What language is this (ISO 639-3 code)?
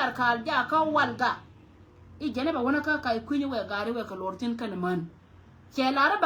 nus